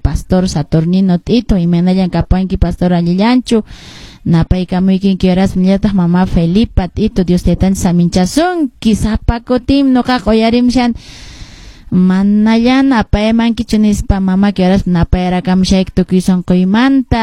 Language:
Quechua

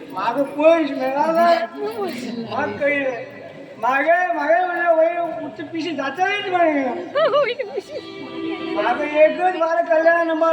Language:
Konkani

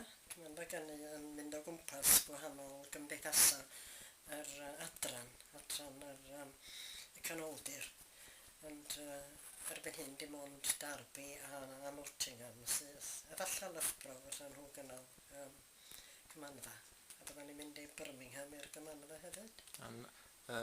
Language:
Welsh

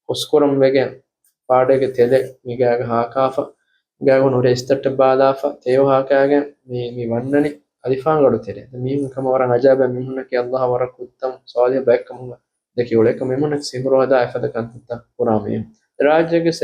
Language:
Divehi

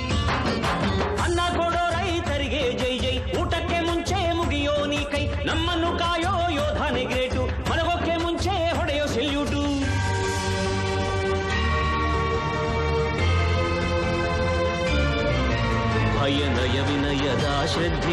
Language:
Kannada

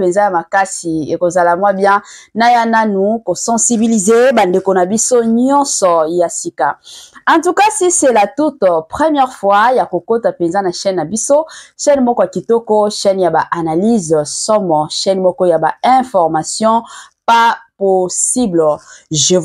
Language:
Lingala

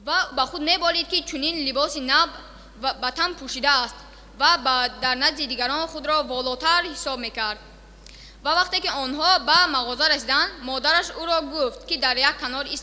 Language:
Tajik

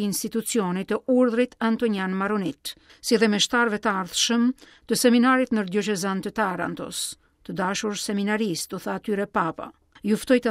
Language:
Albanian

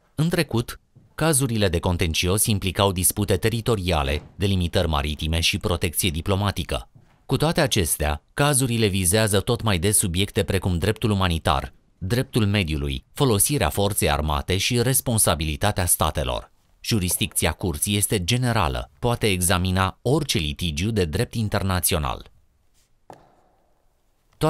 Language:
Romanian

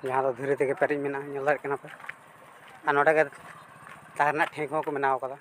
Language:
Santali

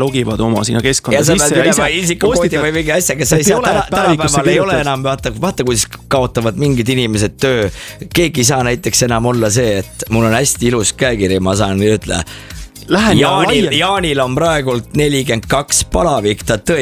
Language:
Estonian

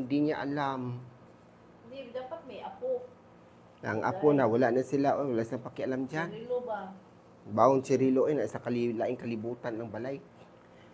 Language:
Cebuano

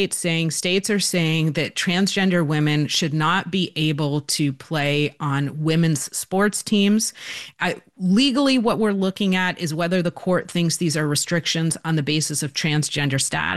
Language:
English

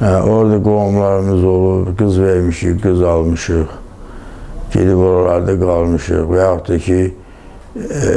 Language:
Azerbaijani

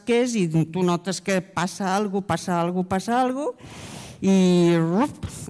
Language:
Catalan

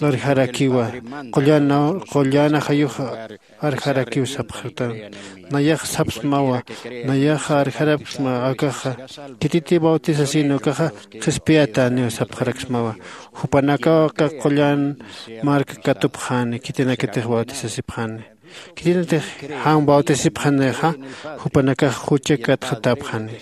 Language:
Aymara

